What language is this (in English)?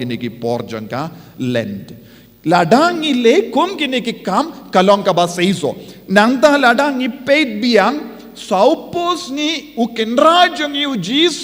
Khasi